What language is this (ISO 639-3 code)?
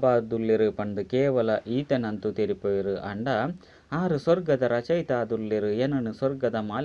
tcy